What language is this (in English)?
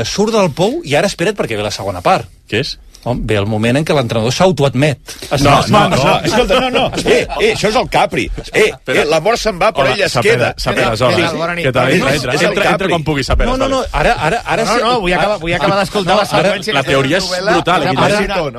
Catalan